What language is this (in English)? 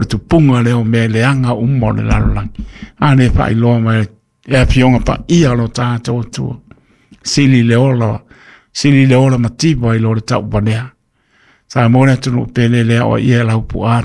Samoan